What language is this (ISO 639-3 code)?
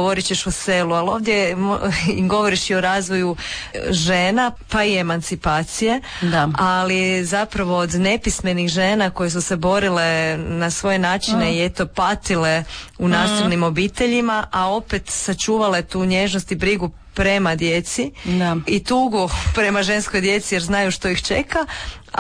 hrv